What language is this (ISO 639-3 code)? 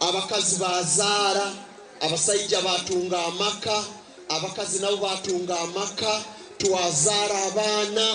nyn